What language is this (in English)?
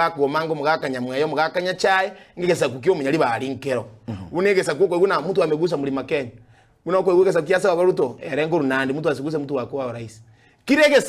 Gusii